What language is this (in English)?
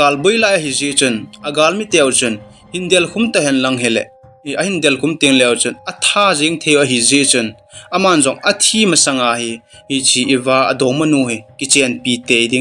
Thado Chin